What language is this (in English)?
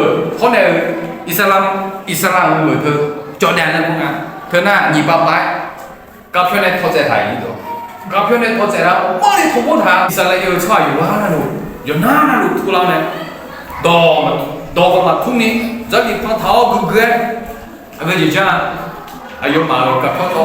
Akha